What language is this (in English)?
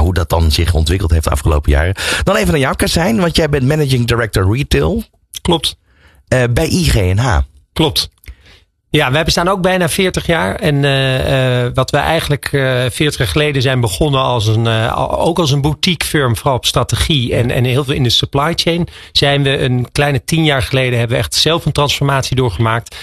Dutch